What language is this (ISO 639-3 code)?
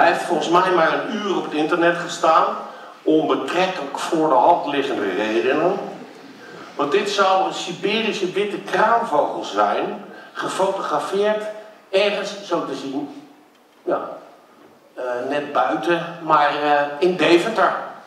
nld